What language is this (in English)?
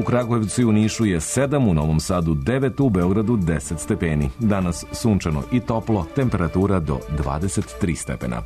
Serbian